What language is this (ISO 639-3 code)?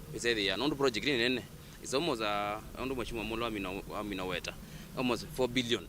kam